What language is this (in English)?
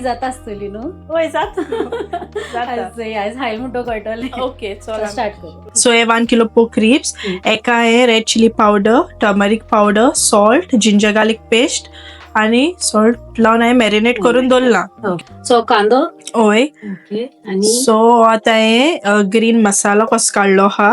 Konkani